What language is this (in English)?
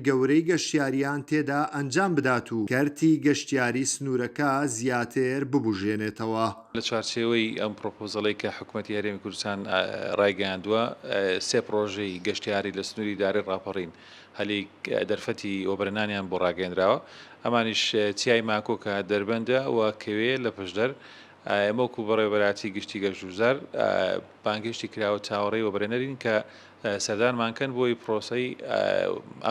Central Kurdish